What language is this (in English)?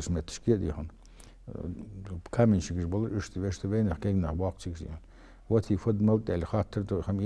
Ingush